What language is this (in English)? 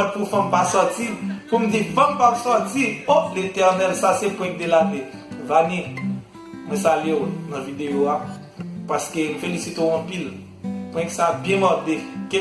Haitian Creole